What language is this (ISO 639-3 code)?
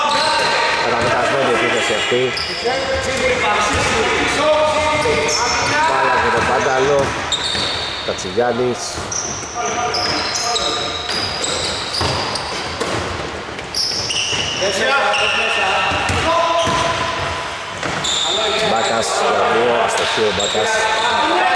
ell